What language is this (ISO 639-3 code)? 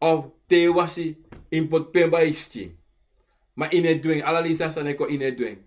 srn